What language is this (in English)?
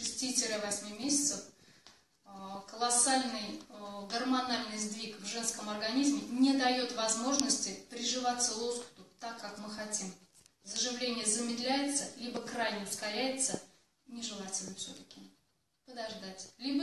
Russian